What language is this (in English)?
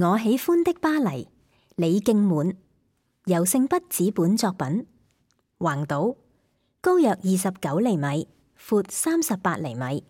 Cantonese